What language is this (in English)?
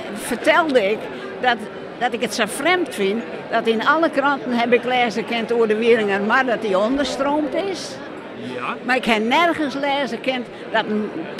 Western Frisian